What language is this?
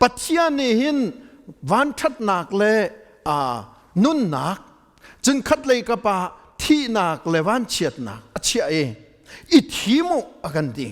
Hakha Chin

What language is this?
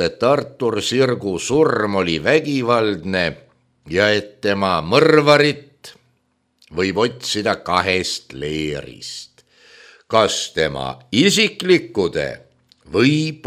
Estonian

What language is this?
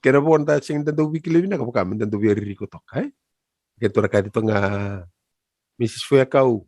Fijian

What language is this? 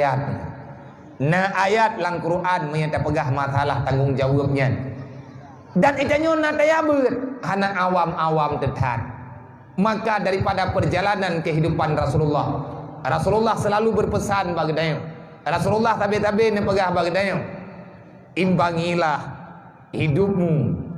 Achinese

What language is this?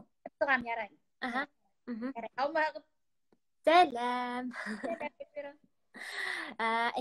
Bashkir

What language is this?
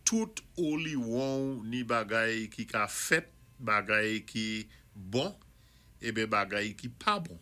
Saint Lucian Creole French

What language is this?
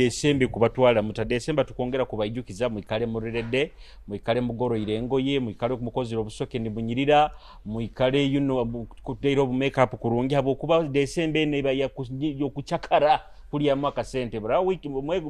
Nyoro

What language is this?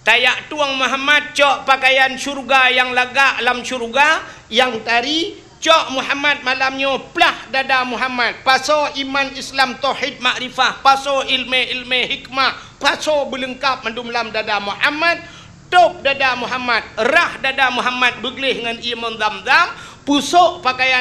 Achinese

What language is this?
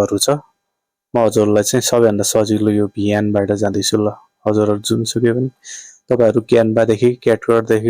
Nepali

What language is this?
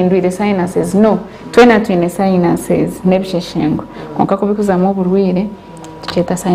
Nyankole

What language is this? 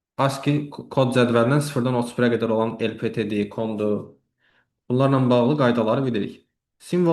Azerbaijani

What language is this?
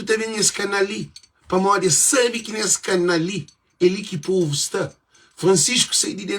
Kabuverdianu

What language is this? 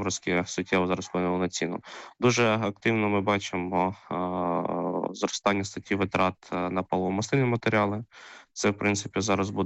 Ukrainian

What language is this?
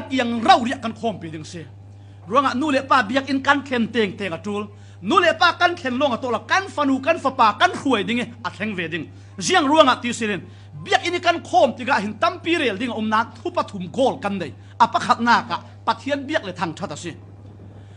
Falam Chin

